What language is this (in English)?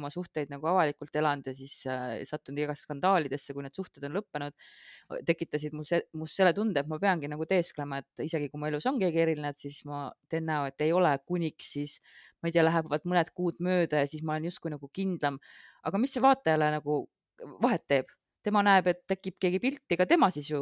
Estonian